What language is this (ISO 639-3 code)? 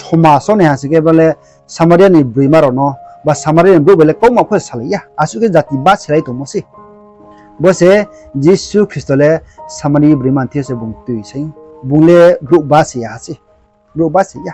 ria